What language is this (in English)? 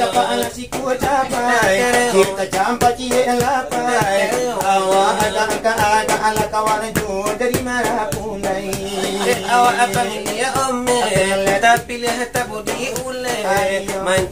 Minangkabau